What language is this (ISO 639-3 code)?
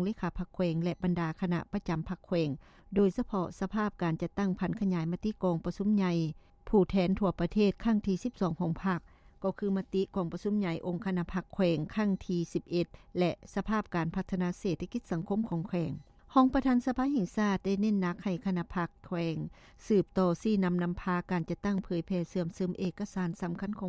lao